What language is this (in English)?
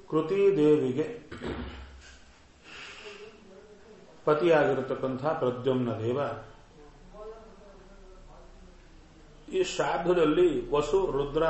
Kannada